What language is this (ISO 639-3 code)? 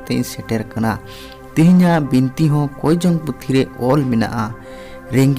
sat